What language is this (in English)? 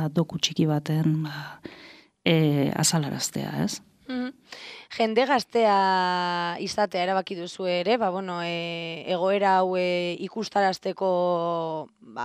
Basque